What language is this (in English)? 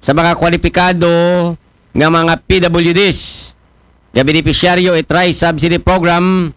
Aklanon